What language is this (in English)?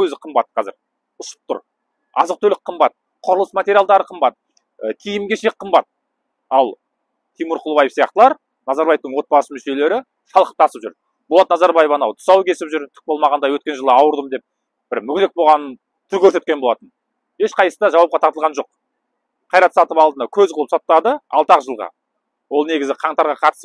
Kazakh